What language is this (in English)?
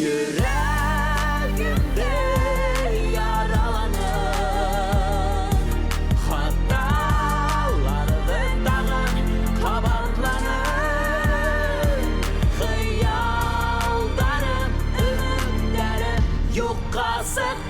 Bashkir